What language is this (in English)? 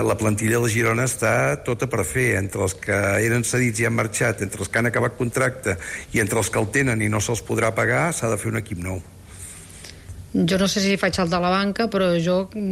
Catalan